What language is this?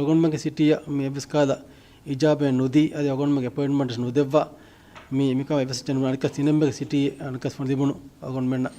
Divehi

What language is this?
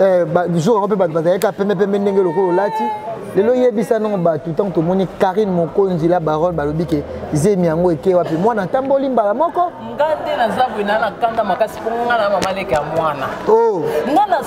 Lingala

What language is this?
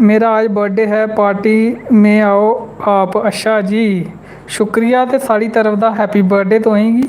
Dogri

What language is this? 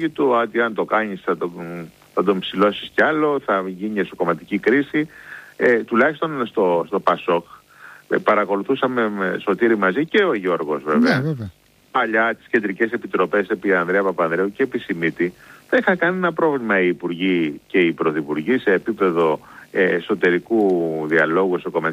Greek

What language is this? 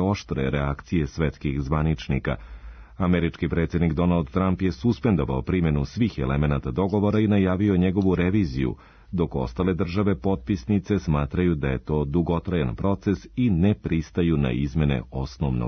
Serbian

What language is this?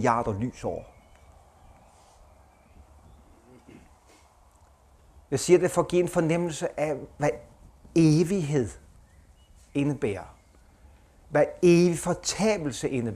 Danish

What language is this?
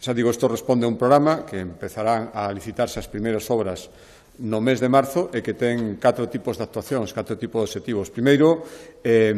Galician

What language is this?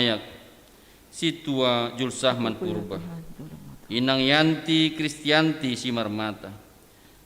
Batak Simalungun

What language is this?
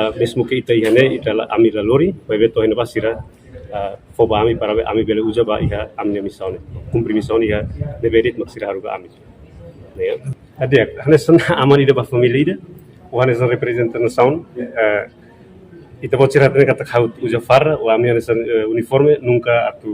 Tetum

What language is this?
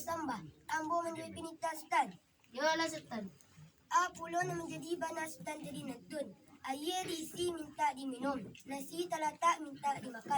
Minangkabau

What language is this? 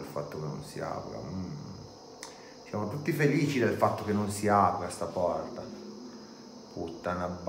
Italian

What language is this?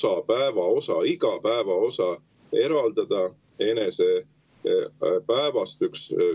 Estonian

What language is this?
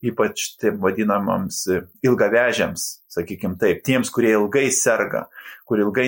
Lithuanian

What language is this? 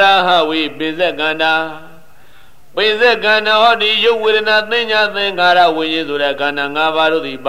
Burmese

